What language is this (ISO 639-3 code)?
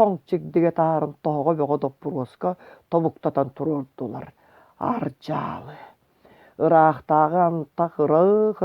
sah